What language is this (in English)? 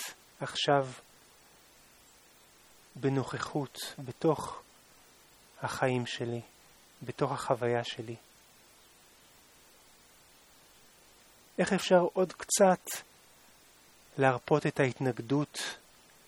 Hebrew